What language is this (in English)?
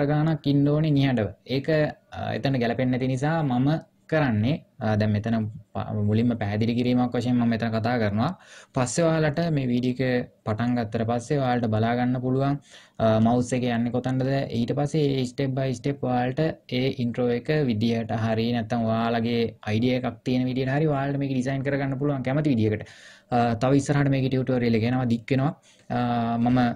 Sinhala